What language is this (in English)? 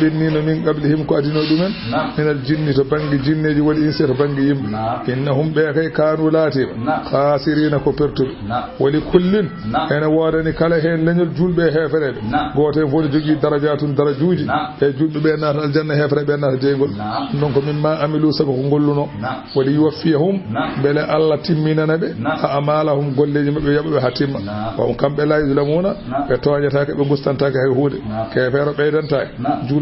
Fula